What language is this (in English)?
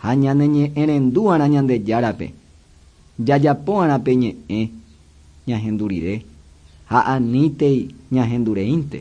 Guarani